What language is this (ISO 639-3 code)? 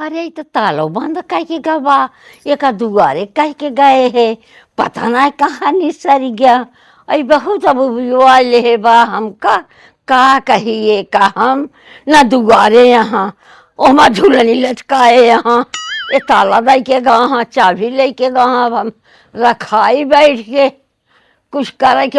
awa